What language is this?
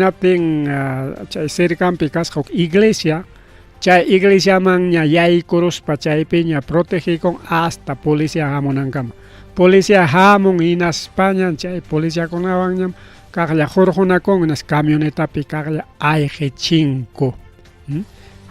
Ayacucho Quechua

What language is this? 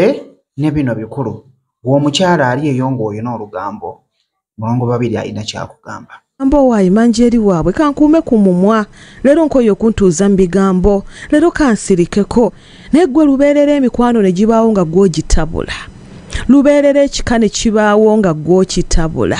Ganda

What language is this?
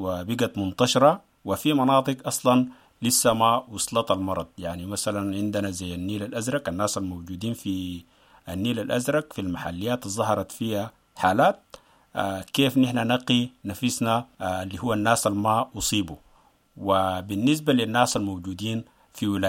Sudanese Arabic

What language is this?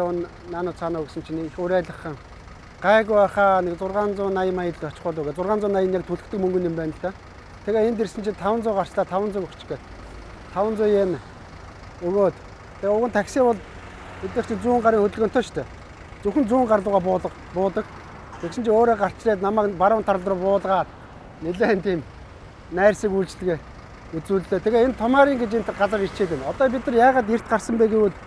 Mongolian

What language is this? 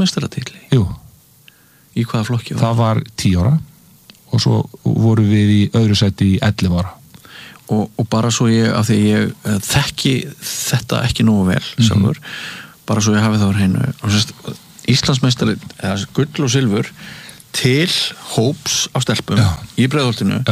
Icelandic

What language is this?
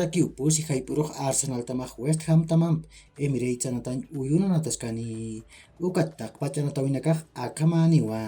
Aymara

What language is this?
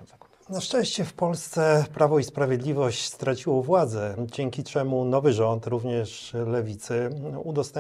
Polish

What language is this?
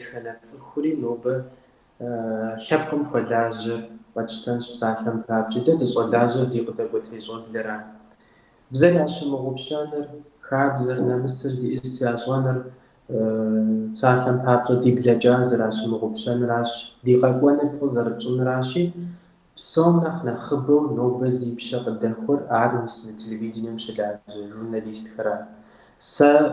Kabardian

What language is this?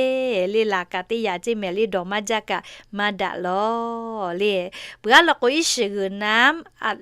Lahu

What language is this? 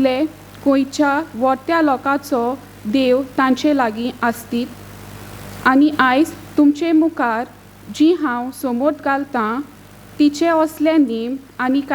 Konkani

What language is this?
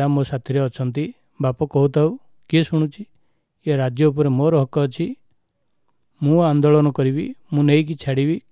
Odia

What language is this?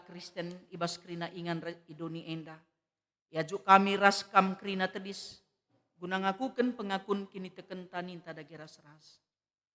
Batak Karo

